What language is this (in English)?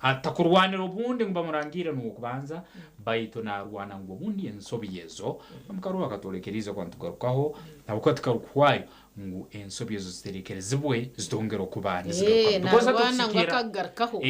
Nyankole